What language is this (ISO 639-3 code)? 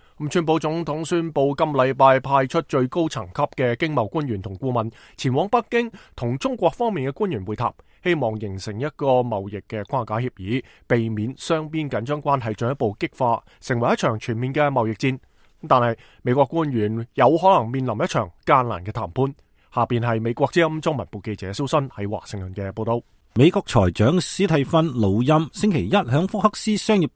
yue